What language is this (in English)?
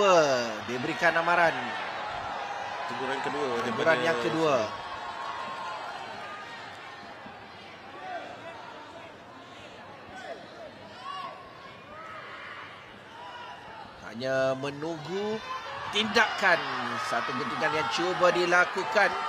Malay